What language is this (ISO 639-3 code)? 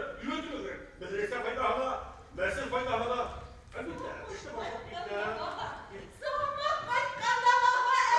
bak